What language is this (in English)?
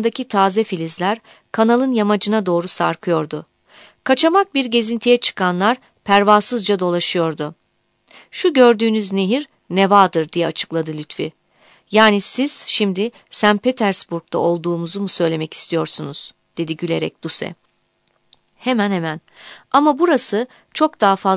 Turkish